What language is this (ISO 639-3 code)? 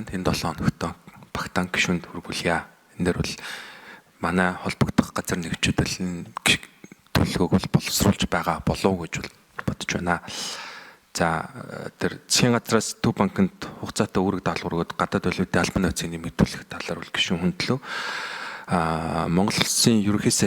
mon